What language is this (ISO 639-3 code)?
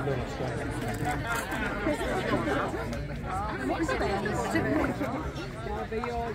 ita